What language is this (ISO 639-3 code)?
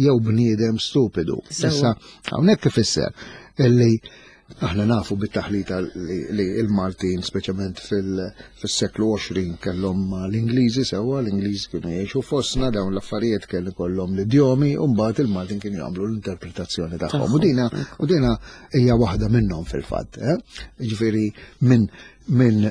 mlt